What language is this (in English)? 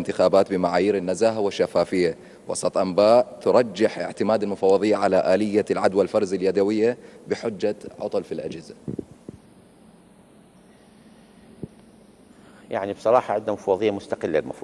Arabic